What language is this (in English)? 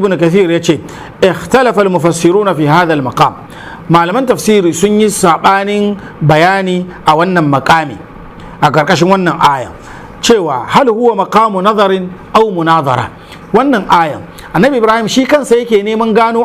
Hausa